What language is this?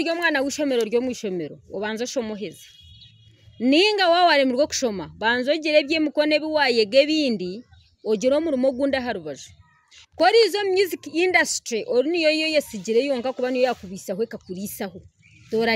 Nyankole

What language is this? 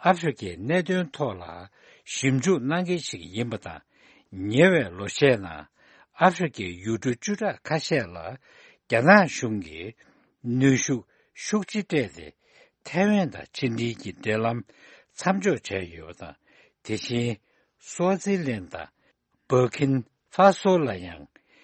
Tibetan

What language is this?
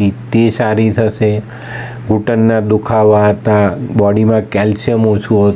Gujarati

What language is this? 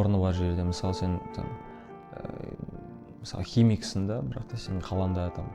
Kazakh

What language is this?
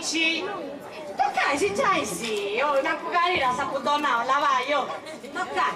Sardinian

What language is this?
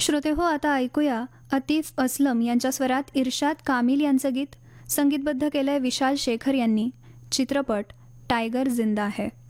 Marathi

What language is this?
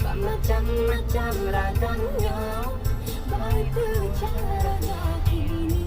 Minangkabau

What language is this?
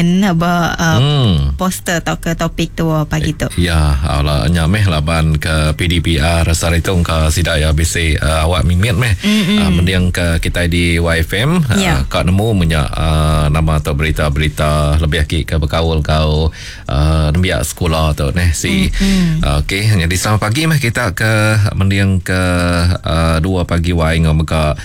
Iban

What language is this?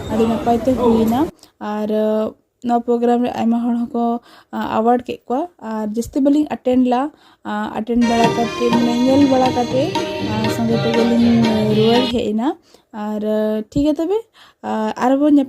Santali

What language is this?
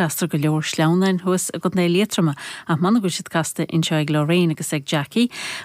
Irish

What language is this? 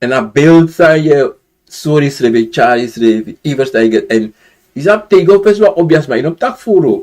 Sranan Tongo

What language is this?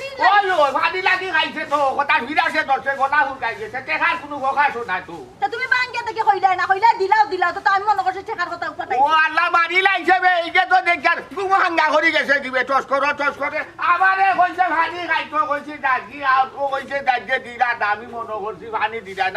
Sylheti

